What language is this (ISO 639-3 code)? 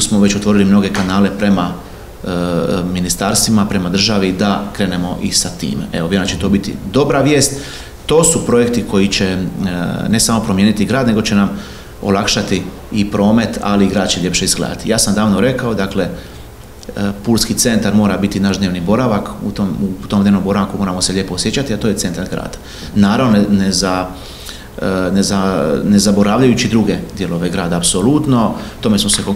hrv